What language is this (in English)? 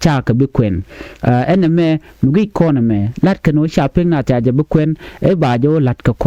Nuer